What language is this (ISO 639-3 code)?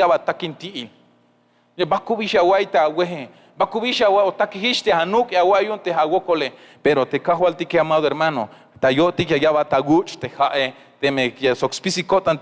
tzh